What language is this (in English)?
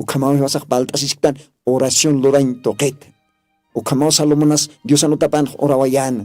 Aymara